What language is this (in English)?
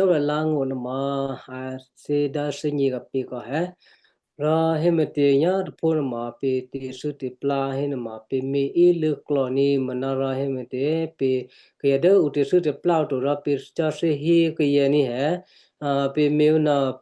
Western Kayah